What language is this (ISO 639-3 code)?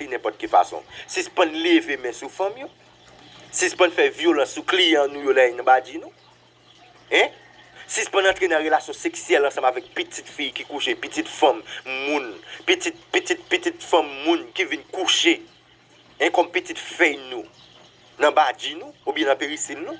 hat